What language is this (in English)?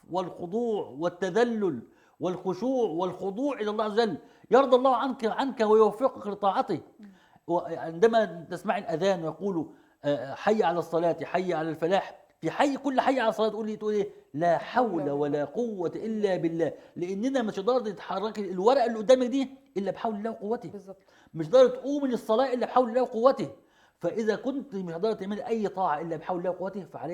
Egyptian Arabic